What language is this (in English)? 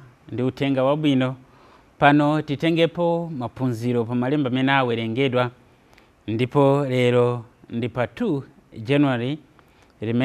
Nyanja